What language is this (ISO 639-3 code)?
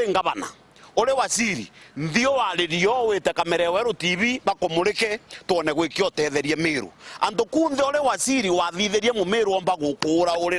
mer